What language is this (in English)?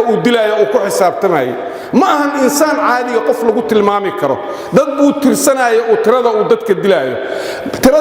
Somali